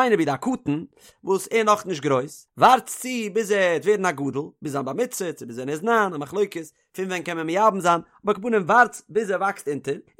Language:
Yiddish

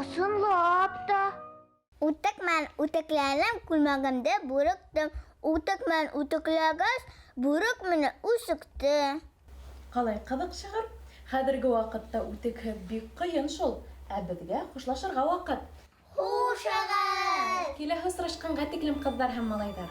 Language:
Bashkir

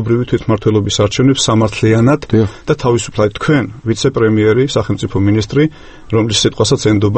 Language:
Georgian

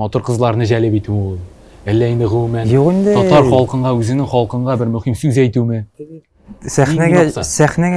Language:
Tatar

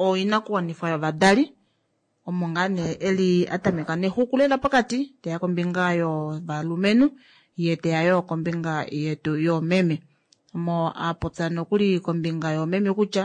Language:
Kuanyama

